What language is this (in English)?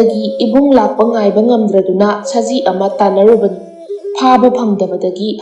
Manipuri